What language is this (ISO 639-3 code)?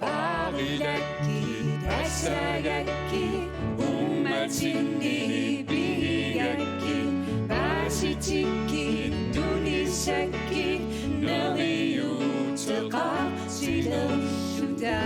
kal